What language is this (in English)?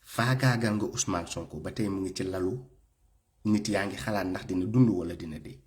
Wolof